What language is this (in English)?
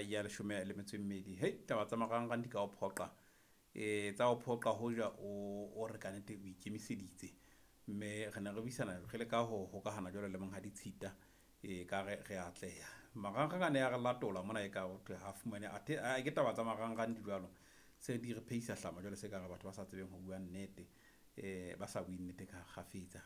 Southern Sotho